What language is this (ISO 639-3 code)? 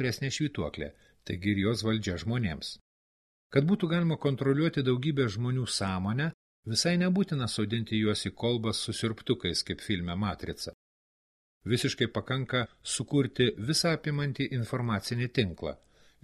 lit